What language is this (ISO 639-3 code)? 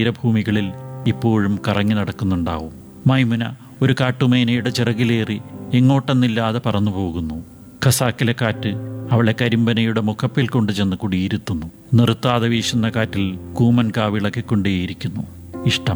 mal